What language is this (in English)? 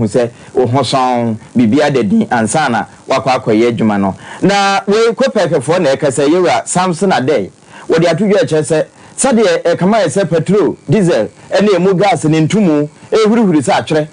Akan